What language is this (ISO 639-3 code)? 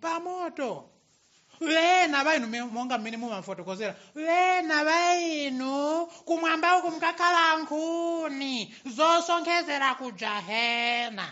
nya